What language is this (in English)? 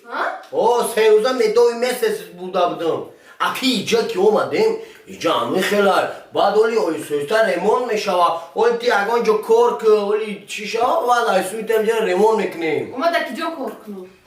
Tajik